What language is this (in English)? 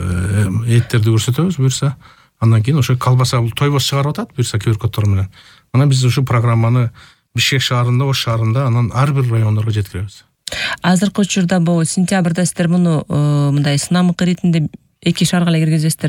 Kyrgyz